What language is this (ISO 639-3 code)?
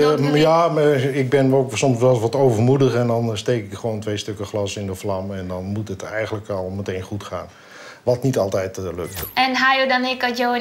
fry